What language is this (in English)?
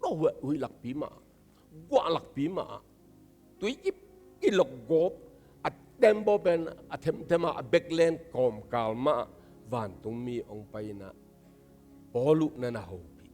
Tedim Chin